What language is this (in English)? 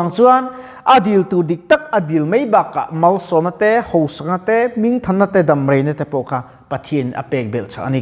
Mizo